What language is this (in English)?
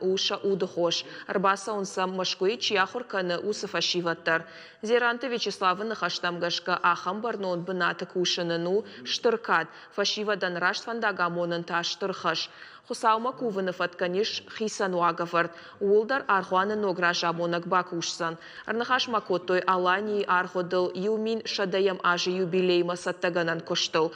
Ossetic